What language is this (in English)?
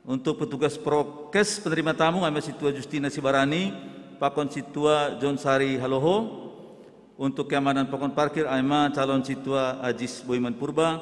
Batak Simalungun